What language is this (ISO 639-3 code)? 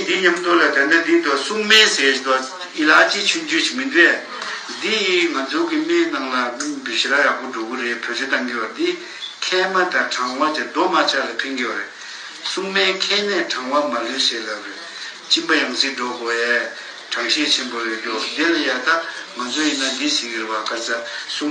bod